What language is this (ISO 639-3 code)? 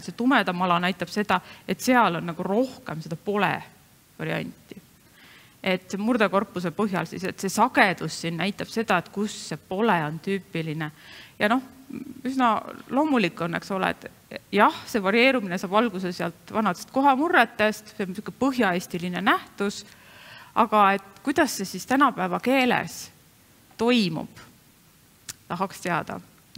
est